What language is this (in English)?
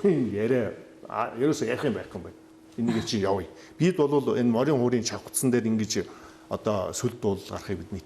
Mongolian